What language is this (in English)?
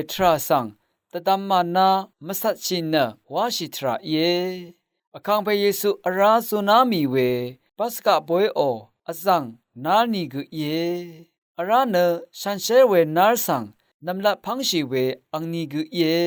Rawang